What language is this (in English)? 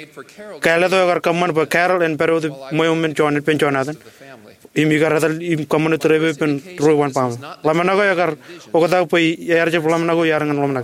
Marshallese